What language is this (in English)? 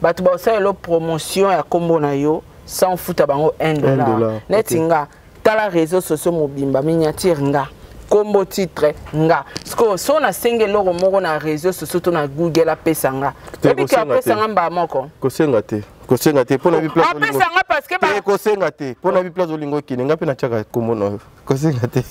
Lingala